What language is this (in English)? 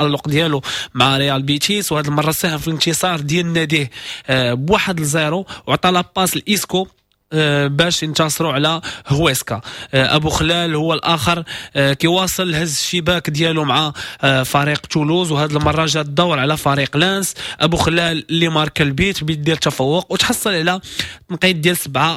Moroccan Arabic